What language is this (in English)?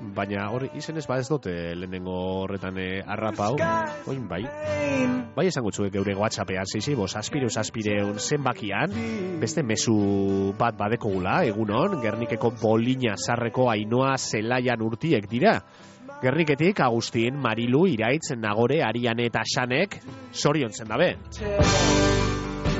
Basque